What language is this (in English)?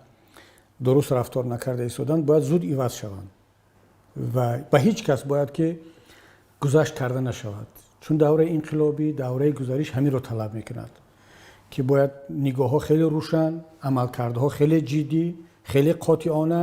Tajik